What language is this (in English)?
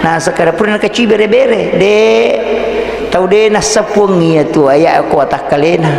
Buginese